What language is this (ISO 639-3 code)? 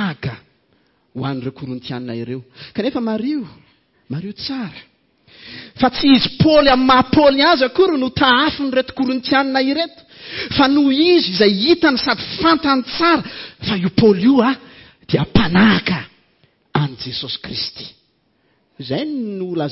mlg